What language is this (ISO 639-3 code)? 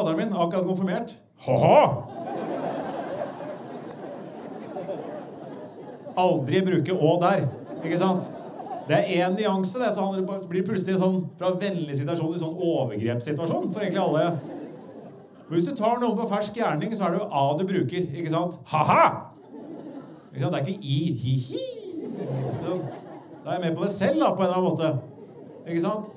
nor